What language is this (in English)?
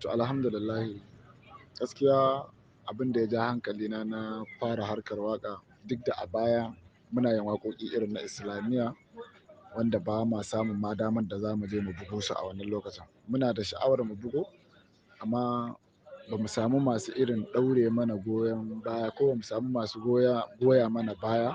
Hausa